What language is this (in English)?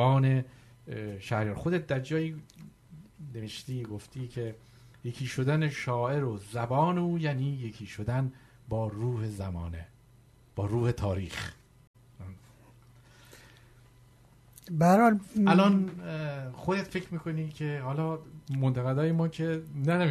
Persian